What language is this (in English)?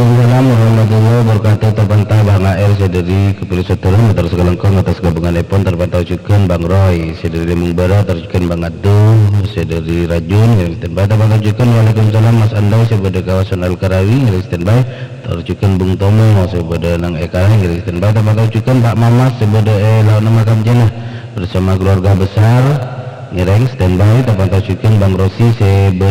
Madurese